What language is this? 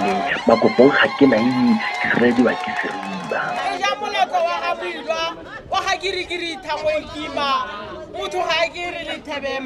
Tswana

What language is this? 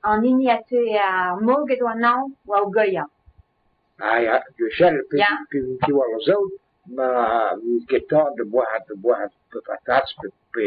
Breton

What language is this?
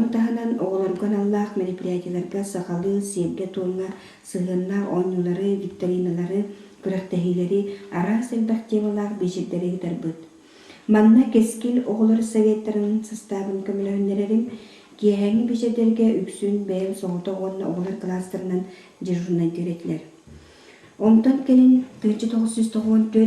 Yakut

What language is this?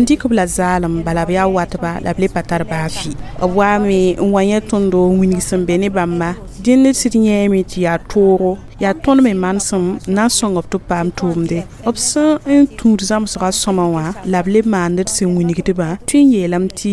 Mossi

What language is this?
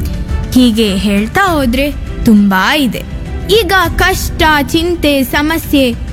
Kannada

